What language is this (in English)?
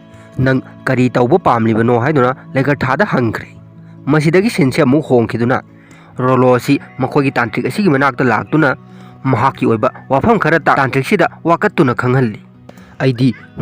Manipuri